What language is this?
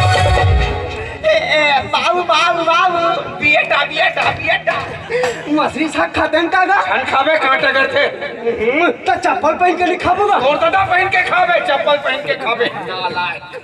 Chhattisgarhi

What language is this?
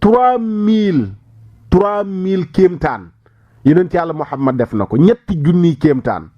Wolof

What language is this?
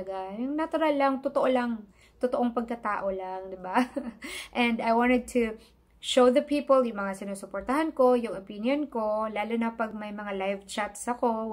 Filipino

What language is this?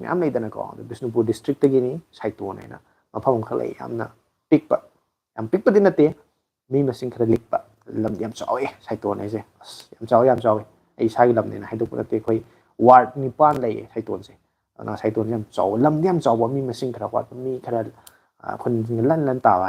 Manipuri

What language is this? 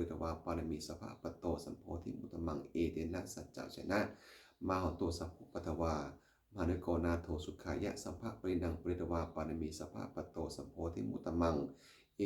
Pali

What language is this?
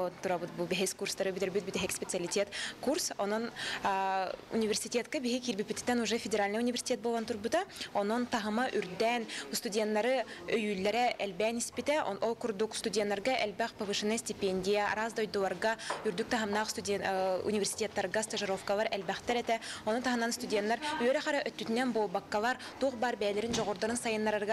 Yakut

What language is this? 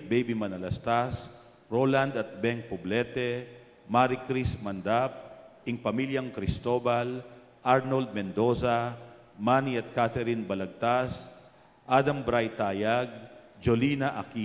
Pampanga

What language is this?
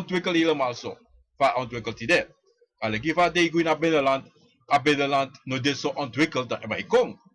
Sranan Tongo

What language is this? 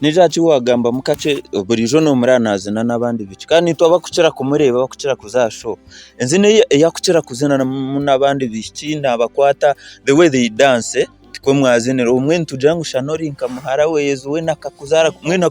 Nyankole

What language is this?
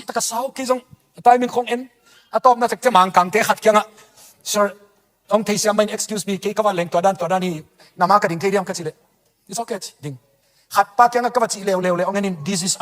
Tedim Chin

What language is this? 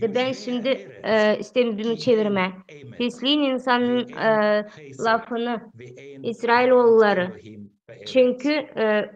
Gagauz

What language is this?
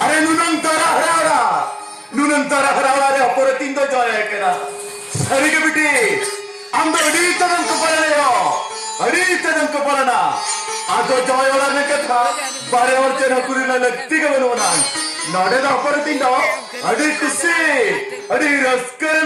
Santali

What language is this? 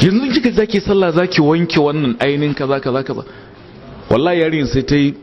Hausa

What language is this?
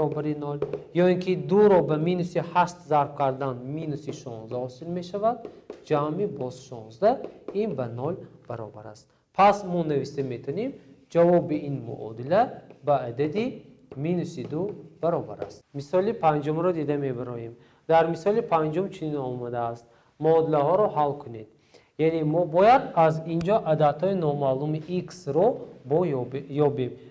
Tajik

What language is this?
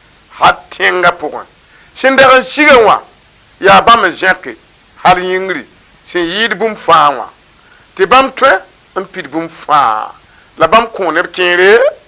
Mossi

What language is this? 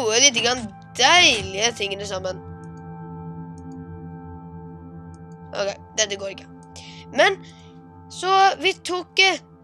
Norwegian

